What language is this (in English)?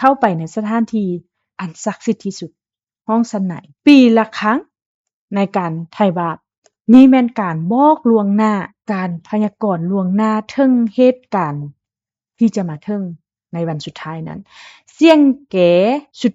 Lao